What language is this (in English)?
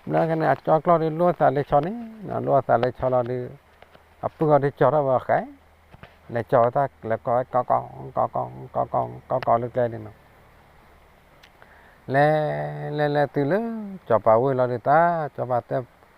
S'gaw Karen